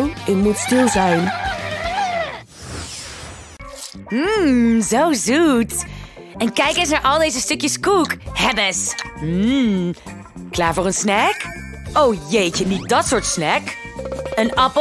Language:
Dutch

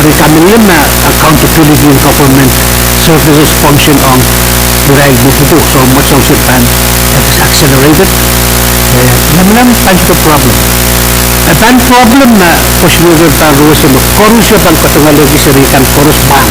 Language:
Pohnpeian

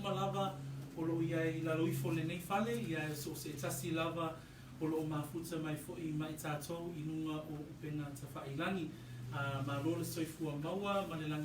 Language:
Samoan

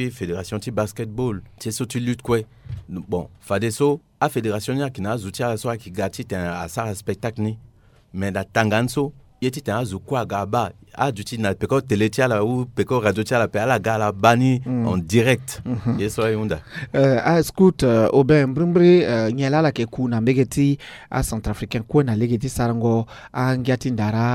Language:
Sango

